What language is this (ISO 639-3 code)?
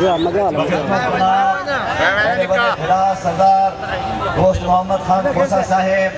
skr